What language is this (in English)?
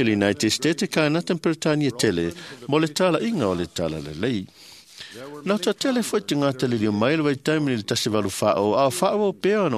Samoan